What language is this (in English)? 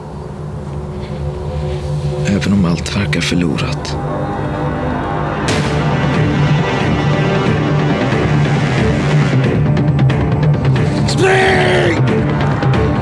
Swedish